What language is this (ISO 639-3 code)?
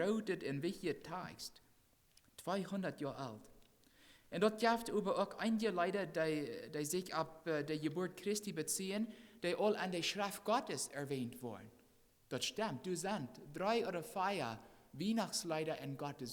pdt